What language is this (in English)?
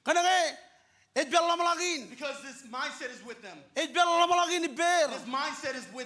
Marshallese